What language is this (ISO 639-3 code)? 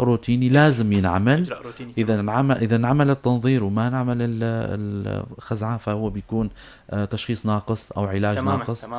apc